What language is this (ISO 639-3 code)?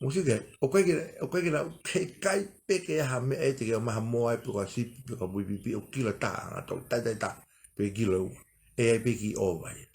ton